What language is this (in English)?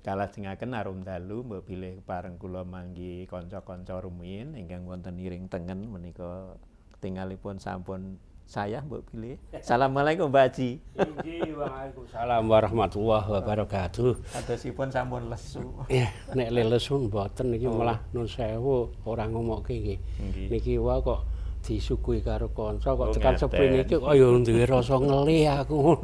Javanese